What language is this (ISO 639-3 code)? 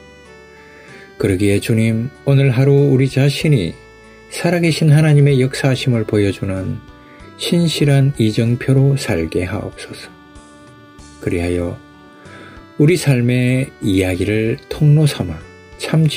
kor